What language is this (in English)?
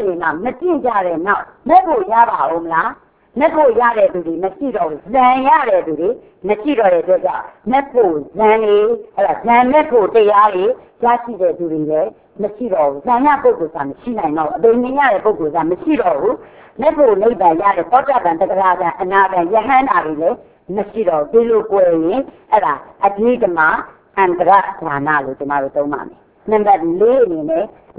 Burmese